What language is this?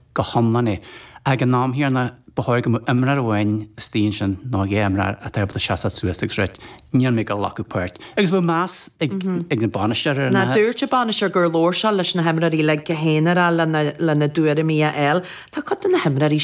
Irish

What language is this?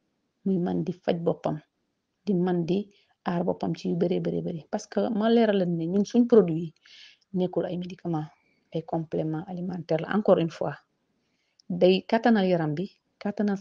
Wolof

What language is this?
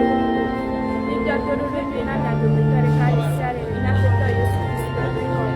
Ewe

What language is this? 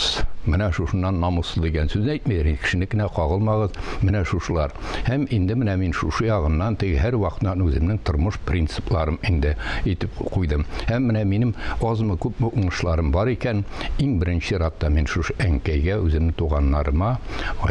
Tatar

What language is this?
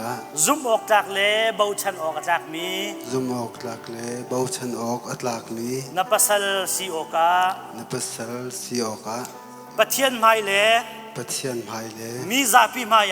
Hakha Chin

